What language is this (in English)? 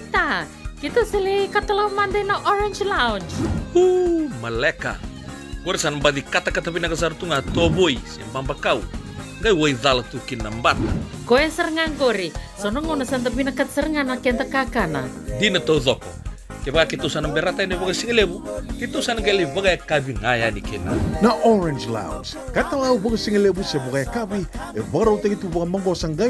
Fijian